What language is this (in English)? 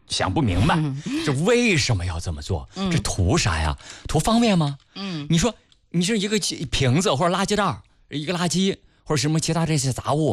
Chinese